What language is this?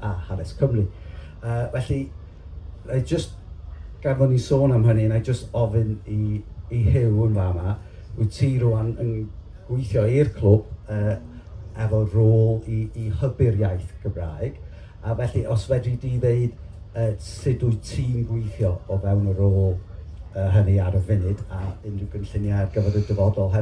Welsh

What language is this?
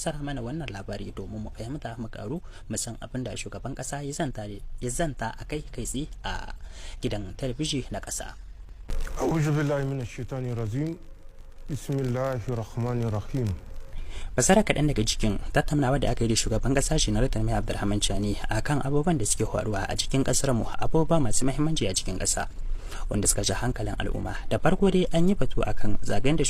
Hausa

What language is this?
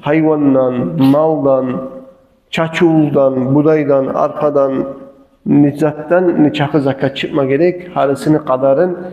Kumyk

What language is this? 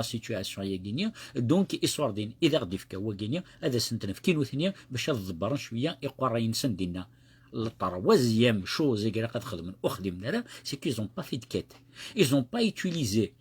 Kabyle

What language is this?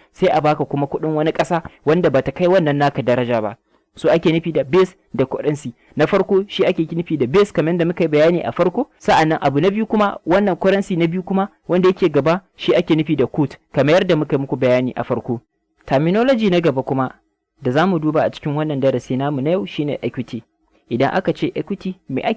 Hausa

